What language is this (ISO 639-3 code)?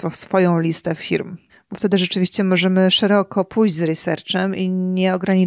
pol